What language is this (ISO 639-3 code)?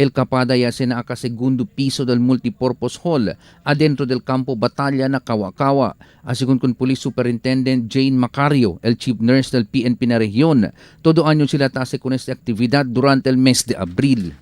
cbk